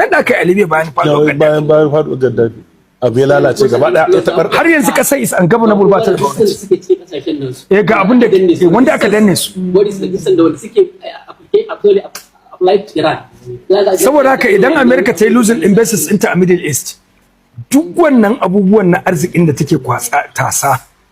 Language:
Hausa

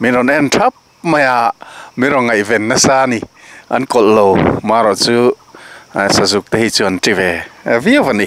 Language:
Mizo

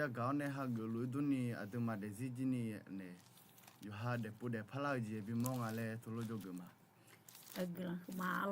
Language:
Akha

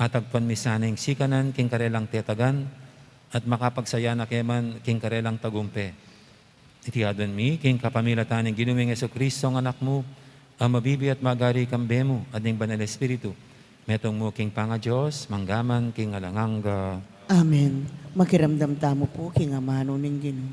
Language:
Pampanga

